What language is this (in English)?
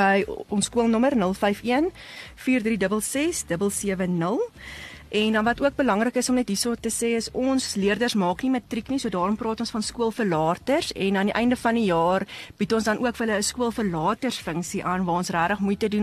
Afrikaans